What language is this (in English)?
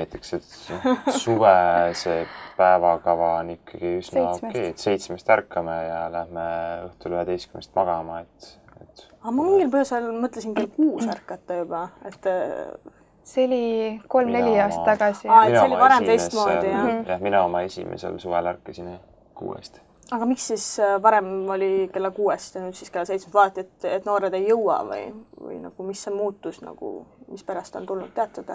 Estonian